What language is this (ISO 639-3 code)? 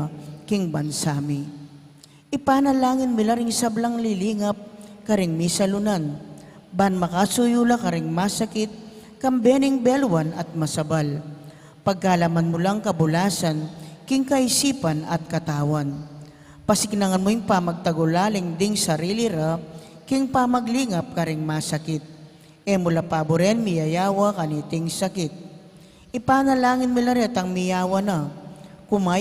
pam